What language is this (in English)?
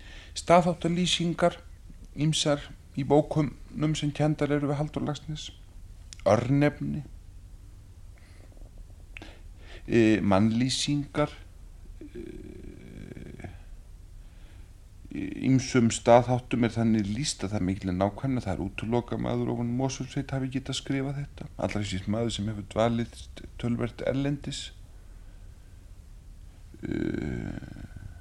Icelandic